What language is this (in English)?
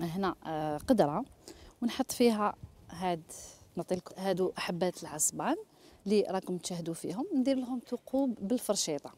Algerian Arabic